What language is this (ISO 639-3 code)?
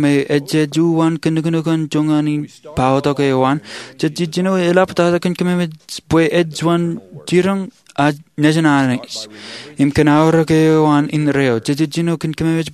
mah